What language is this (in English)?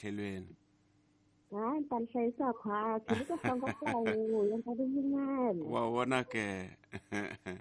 Tsonga